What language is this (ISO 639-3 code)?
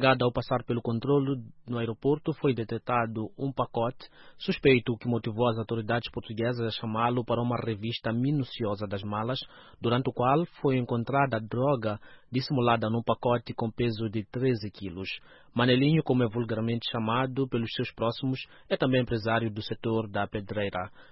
por